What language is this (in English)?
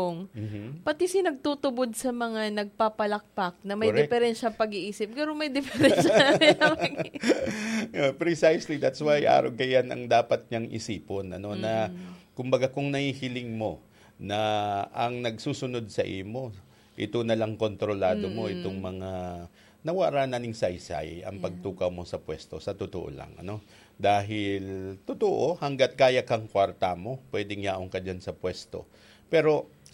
Bikol